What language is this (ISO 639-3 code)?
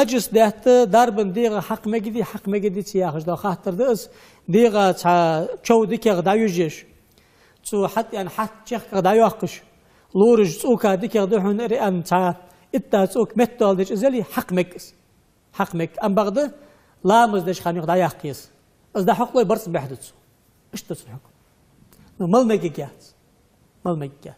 inh